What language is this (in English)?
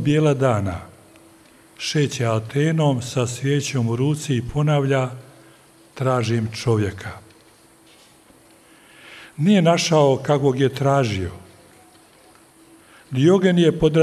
Croatian